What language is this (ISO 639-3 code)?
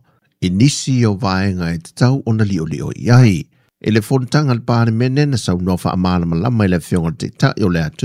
smo